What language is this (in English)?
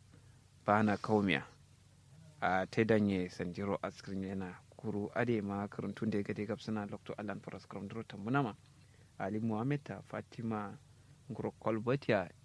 Kanuri